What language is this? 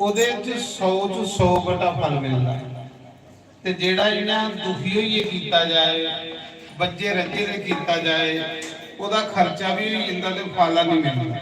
Dogri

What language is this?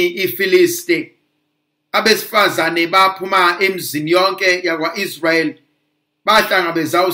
Zulu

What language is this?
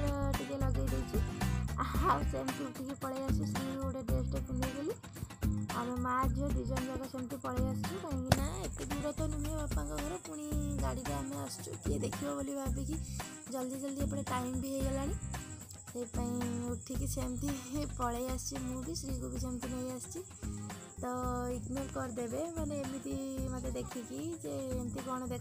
Odia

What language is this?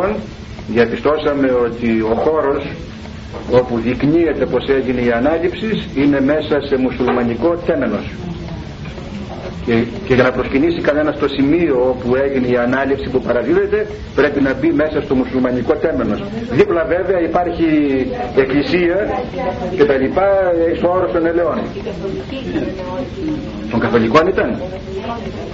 Greek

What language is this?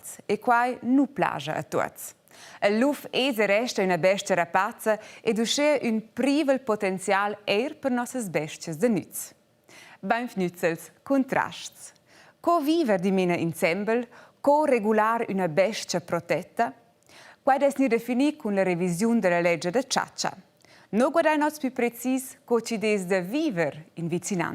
Romansh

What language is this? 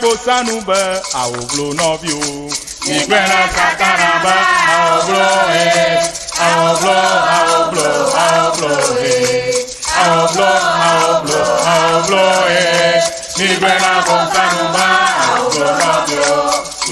Ewe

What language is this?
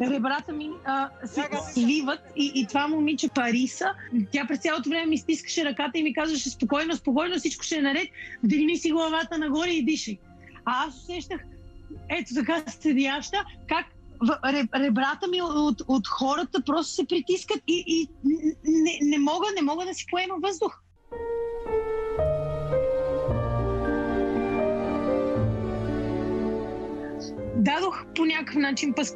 Bulgarian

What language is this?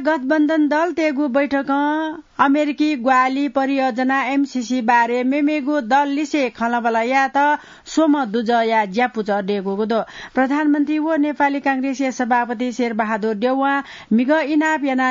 Newari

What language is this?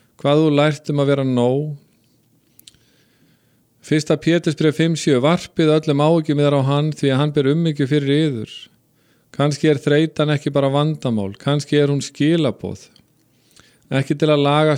Icelandic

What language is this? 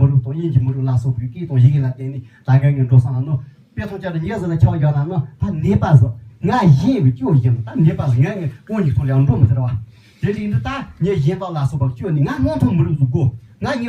Tibetan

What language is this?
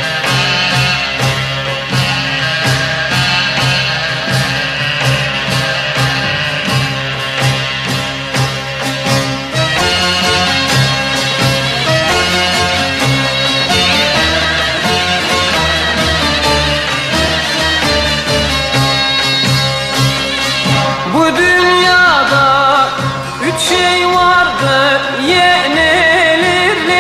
Turkish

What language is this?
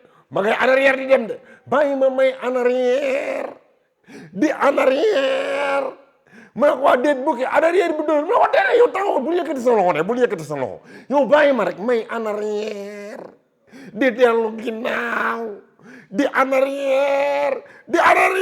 Wolof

